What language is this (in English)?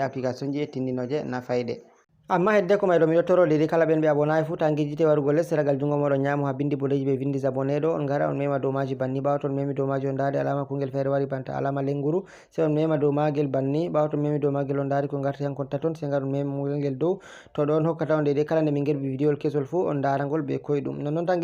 Fula